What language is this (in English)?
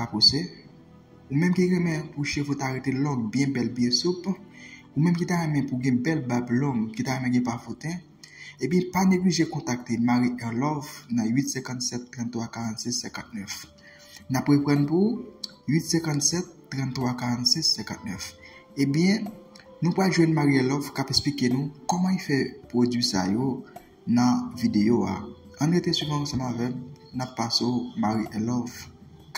Haitian Creole